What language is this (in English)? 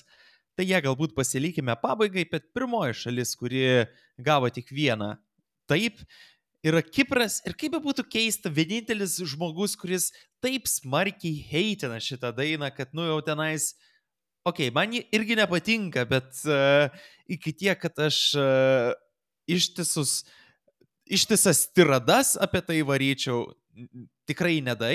Lithuanian